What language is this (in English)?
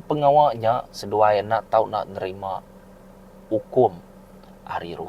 Iban